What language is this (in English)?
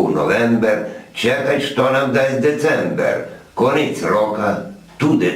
Rusyn